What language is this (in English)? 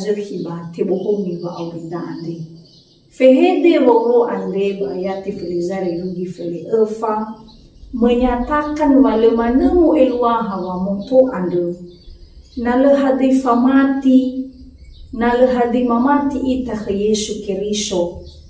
Nias